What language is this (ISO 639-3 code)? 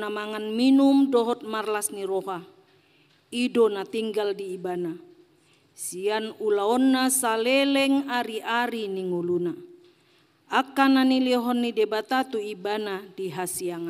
bbc